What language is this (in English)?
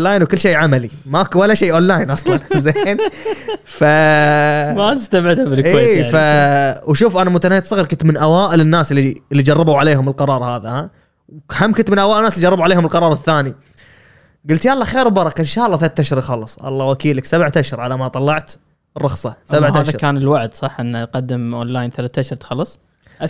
Gulf Arabic